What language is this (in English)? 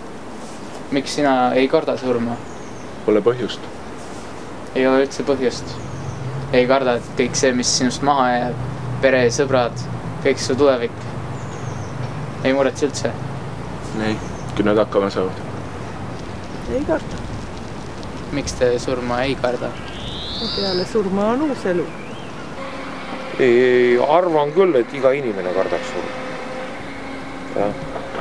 Estonian